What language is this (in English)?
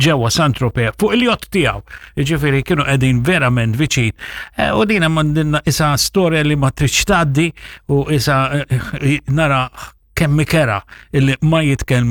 Maltese